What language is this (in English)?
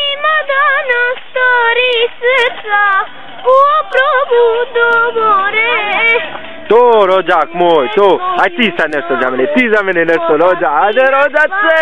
Bosnian